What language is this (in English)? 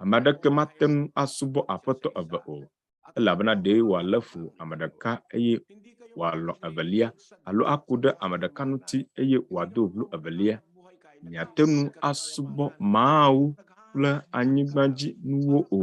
Ewe